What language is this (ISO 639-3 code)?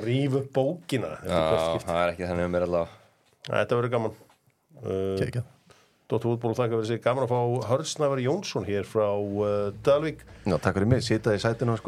isl